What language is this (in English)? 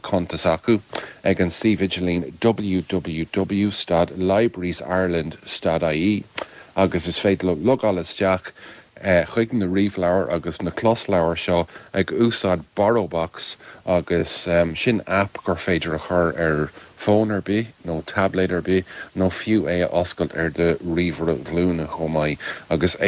Irish